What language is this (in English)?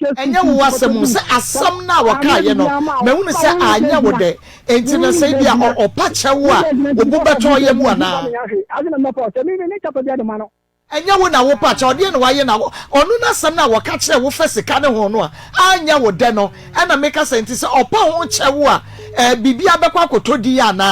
Akan